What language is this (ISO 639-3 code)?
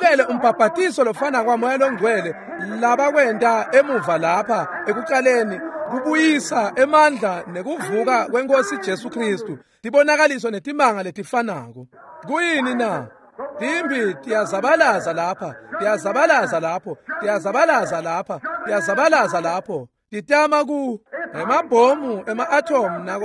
ssw